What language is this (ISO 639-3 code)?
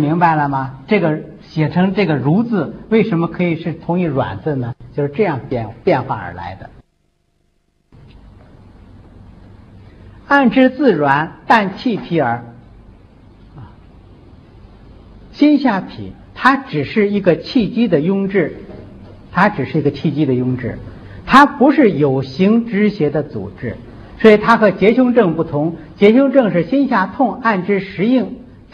zho